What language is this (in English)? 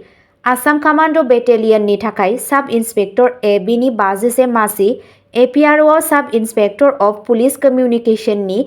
Bodo